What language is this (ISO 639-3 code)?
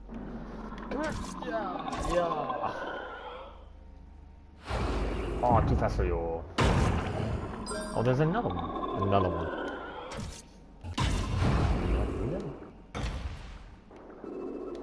eng